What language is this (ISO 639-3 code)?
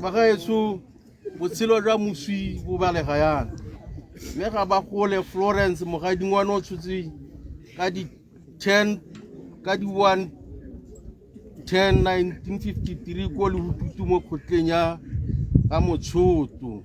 tsn